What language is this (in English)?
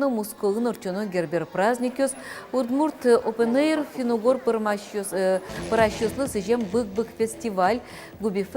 Udmurt